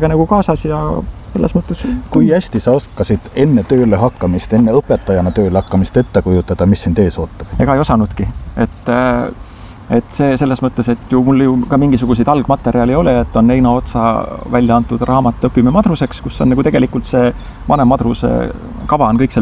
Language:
Estonian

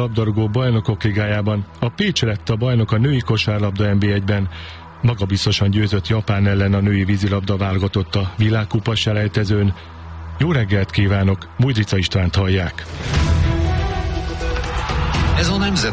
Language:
Hungarian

